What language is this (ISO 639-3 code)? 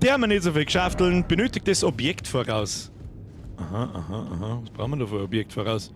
bar